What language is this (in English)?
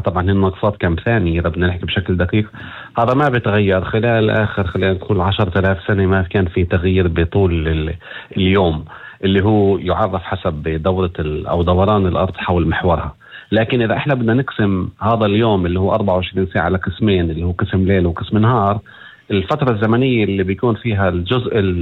North Levantine Arabic